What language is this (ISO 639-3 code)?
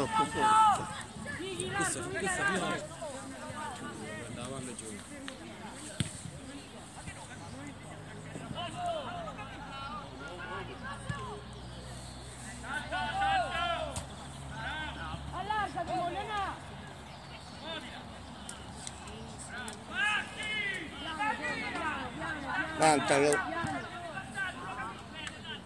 ita